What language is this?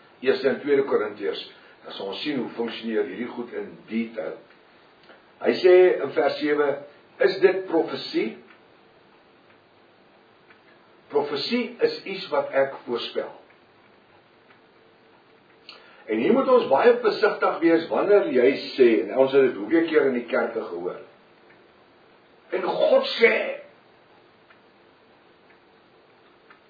Afrikaans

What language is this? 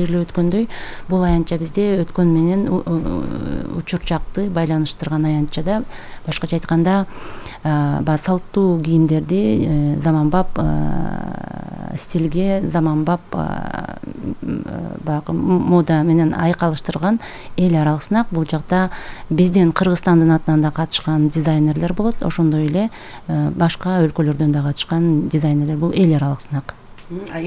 Kyrgyz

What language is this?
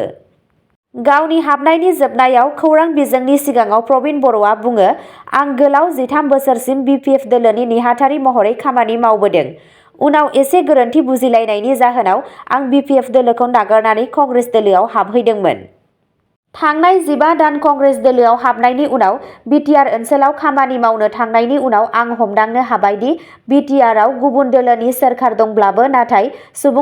Bodo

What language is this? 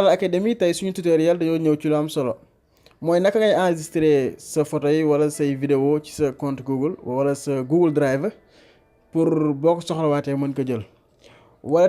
Wolof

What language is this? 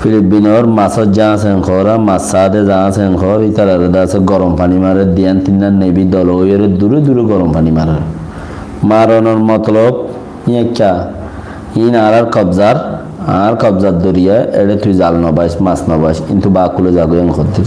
Rohingya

